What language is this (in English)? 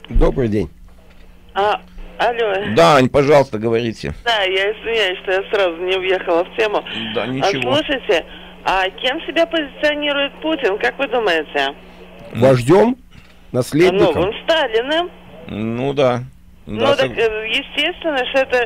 Russian